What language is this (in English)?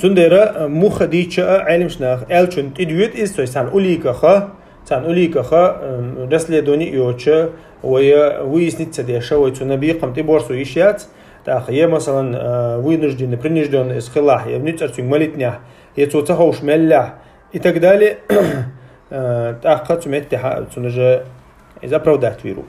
Chechen